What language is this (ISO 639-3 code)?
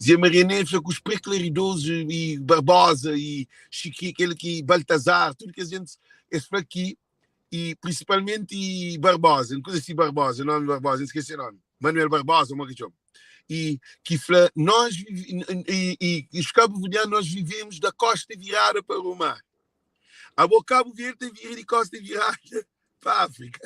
kea